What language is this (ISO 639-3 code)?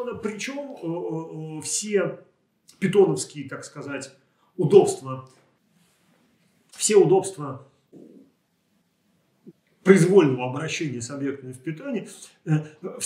rus